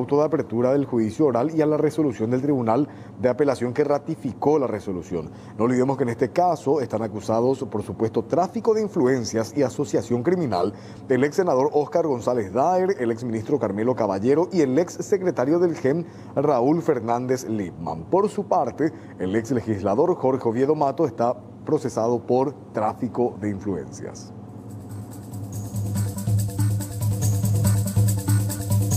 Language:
Spanish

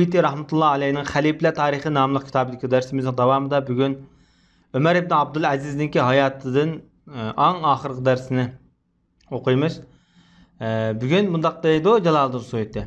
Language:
Uyghur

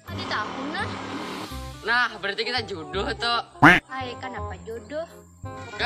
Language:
Banjar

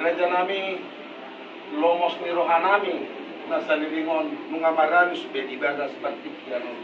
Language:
Batak Toba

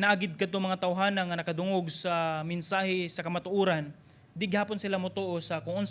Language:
Cebuano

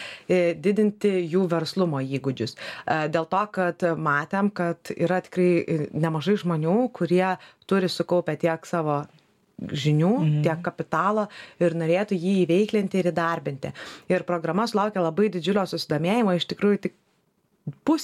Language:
Lithuanian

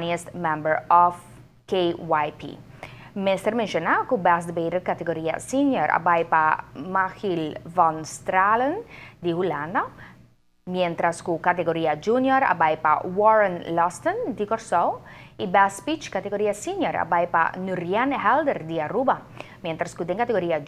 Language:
Papiamento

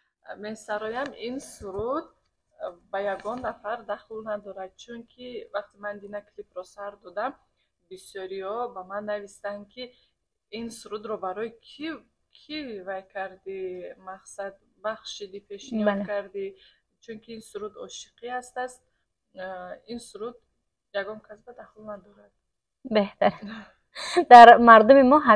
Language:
Tajik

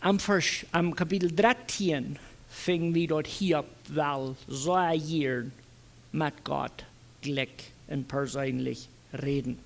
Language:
Plautdietsch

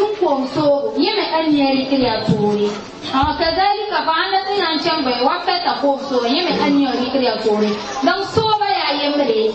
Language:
Mossi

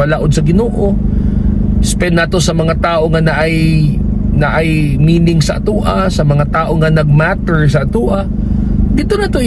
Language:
Cebuano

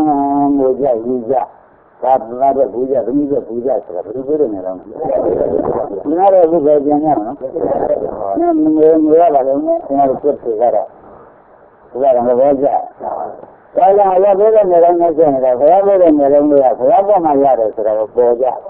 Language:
Burmese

